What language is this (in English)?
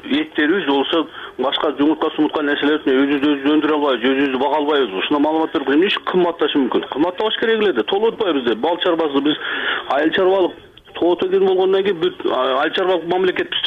Kyrgyz